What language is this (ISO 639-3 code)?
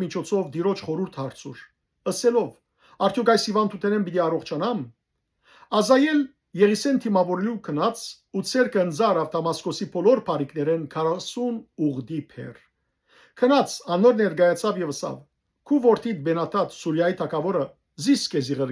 hyw